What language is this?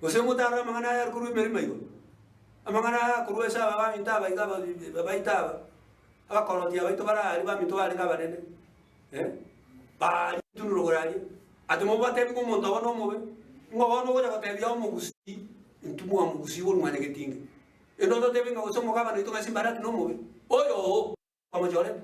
Gusii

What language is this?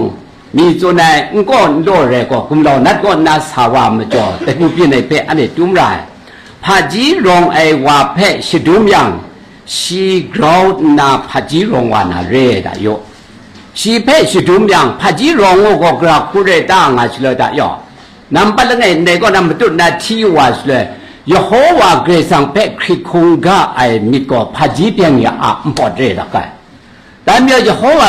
Kachin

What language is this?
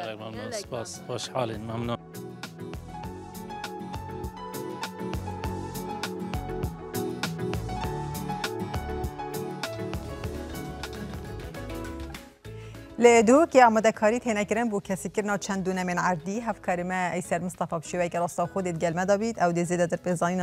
Kurdish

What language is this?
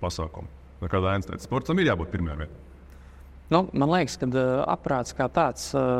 Latvian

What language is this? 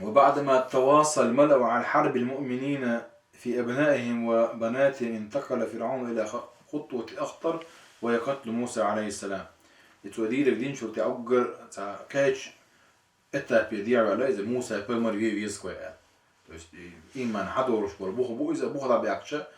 Chechen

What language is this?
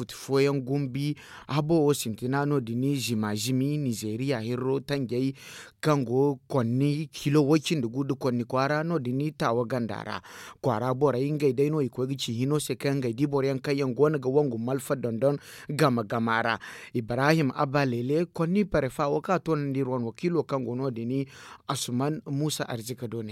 Zarma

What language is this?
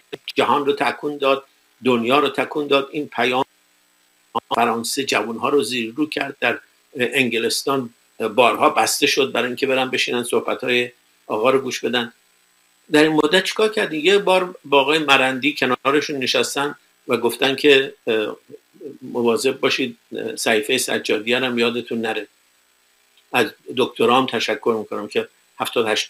Persian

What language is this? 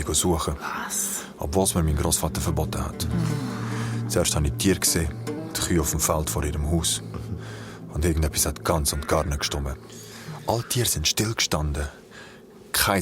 Swiss German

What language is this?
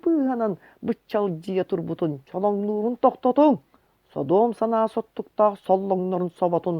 Yakut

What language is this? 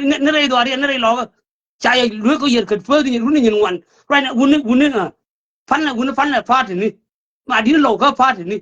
Nuer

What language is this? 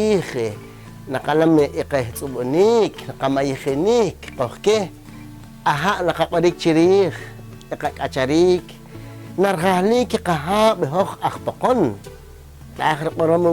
Poqomchi'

